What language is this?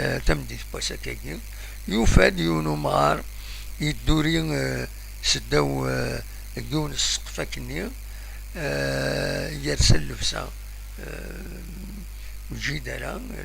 Kabyle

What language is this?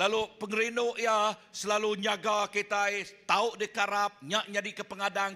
Iban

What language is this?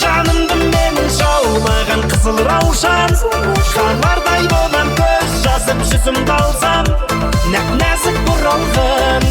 Kara-Kalpak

